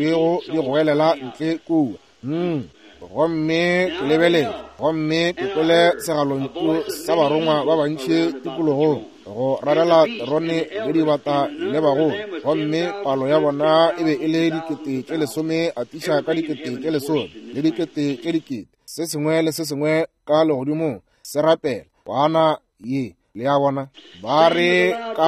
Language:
Northern Sotho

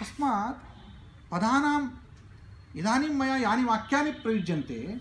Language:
Sanskrit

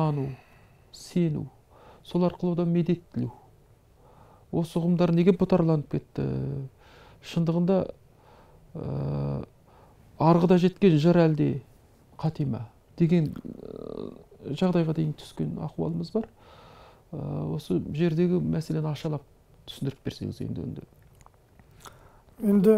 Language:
Kazakh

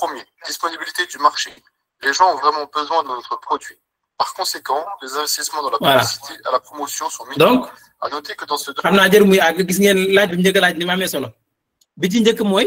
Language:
Wolof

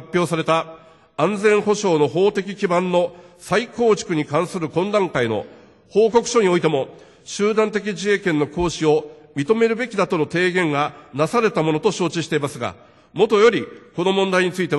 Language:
Japanese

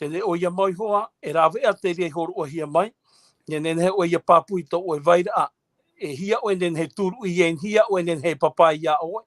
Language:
Tahitian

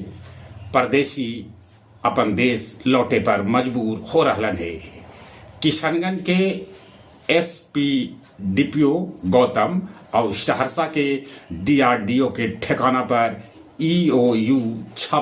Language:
Magahi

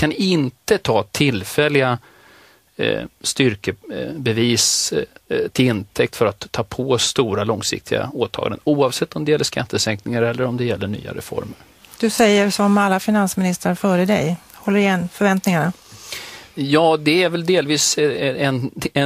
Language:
Swedish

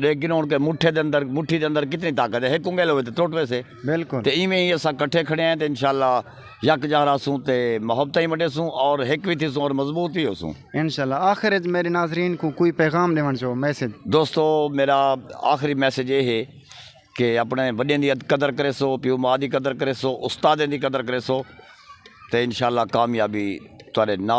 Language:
Saraiki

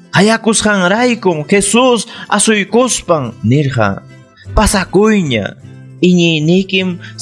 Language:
Ayacucho Quechua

